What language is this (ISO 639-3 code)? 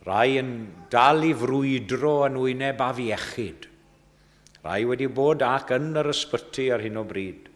cym